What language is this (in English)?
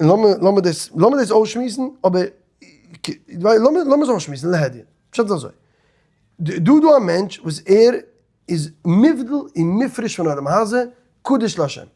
Yiddish